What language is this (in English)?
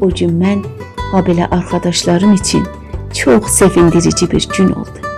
South Azerbaijani